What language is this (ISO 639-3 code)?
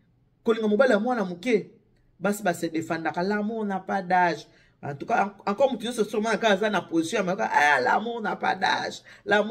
lin